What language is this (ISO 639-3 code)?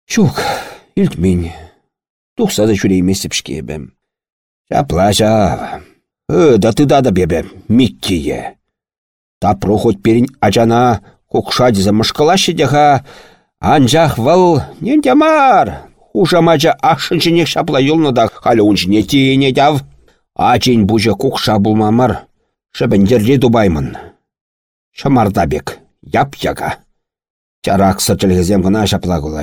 chv